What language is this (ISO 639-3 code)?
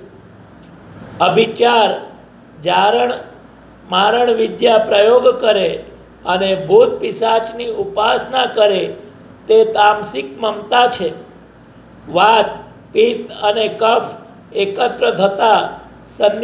guj